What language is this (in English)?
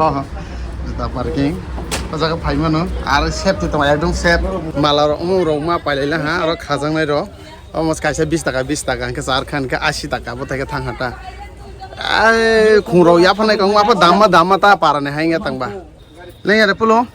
Kok Borok